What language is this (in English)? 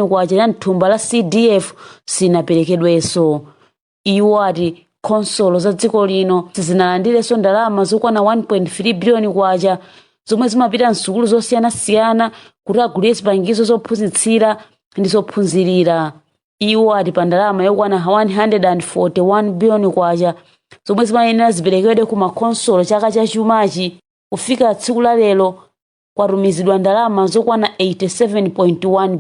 Nyanja